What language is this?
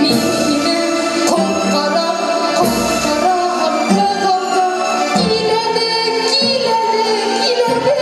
Bashkir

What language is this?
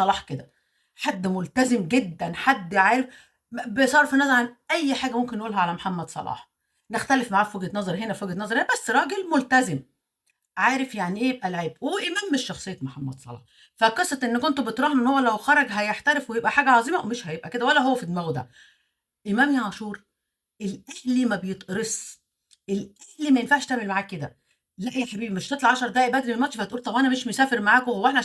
Egyptian Arabic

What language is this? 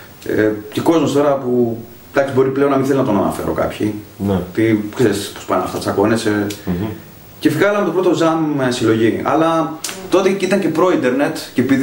Greek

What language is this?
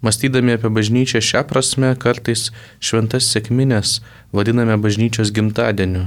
Lithuanian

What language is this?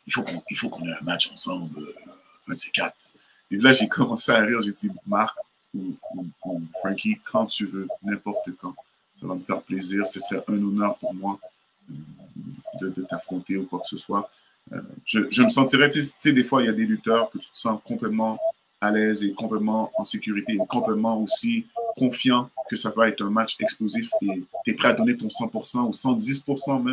French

